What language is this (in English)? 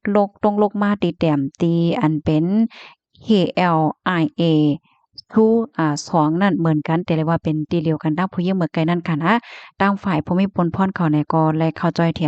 Shan